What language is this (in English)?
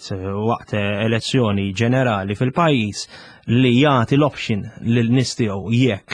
Maltese